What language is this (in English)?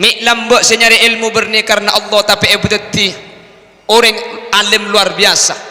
Madurese